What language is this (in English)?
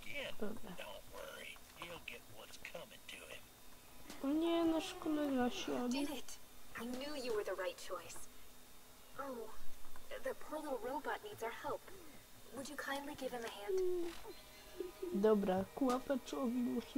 Polish